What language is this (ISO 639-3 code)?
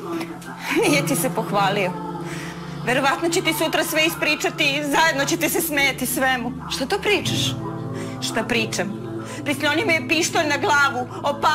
srp